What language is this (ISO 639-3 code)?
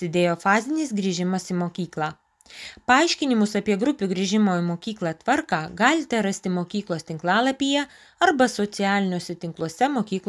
lit